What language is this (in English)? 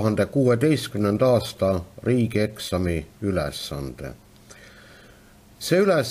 Estonian